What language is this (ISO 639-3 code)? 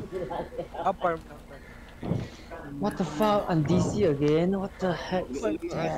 fil